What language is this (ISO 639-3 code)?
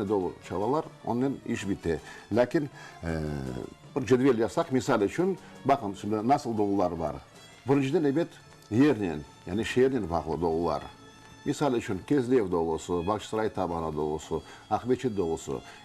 crh